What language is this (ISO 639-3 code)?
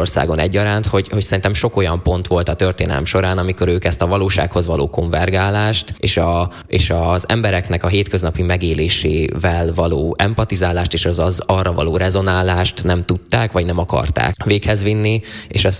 hun